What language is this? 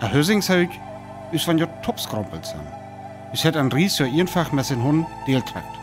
Northern Frisian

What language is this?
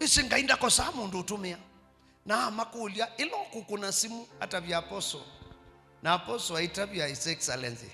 Kamba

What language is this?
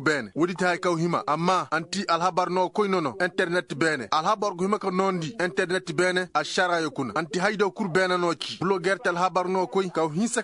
Koyraboro Senni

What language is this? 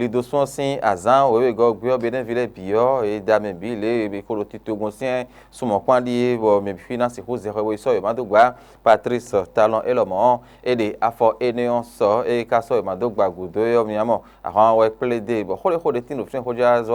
Fon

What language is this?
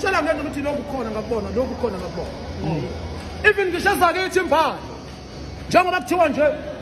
Zulu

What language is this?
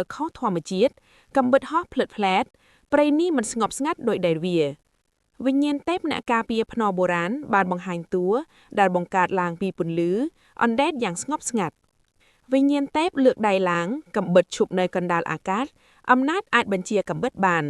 Khmer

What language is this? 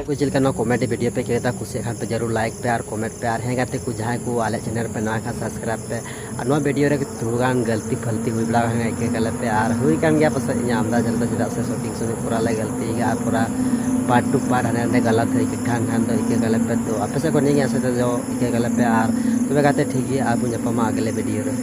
Santali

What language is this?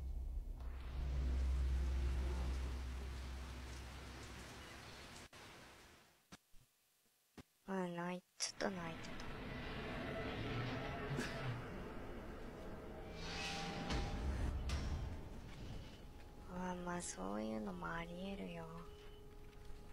Japanese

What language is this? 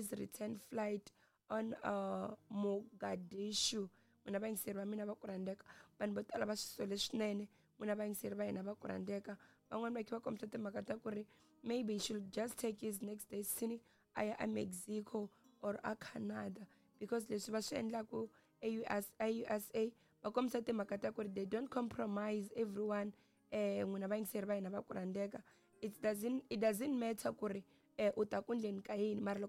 Tsonga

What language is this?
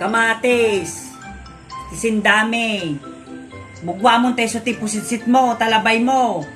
Iloko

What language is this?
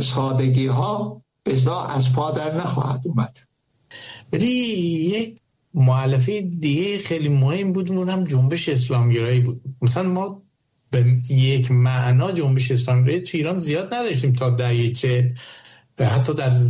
Persian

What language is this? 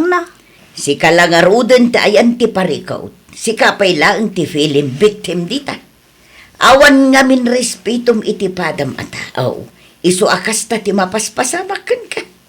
Iloko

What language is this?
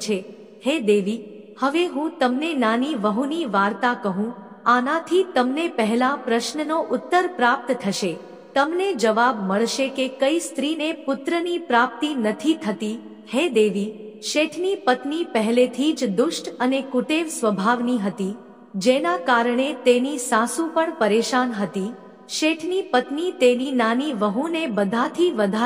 Gujarati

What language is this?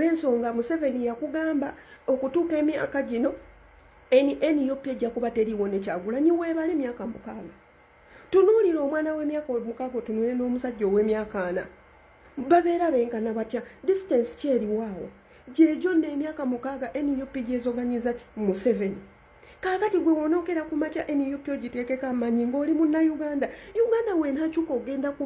Ganda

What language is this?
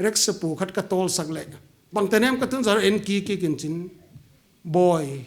Paite Chin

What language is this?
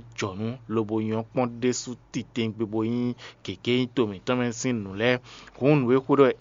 Fon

